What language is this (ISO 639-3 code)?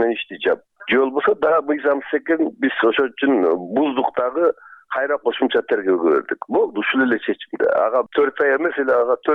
kir